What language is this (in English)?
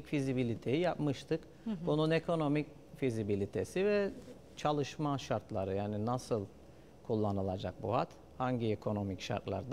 Turkish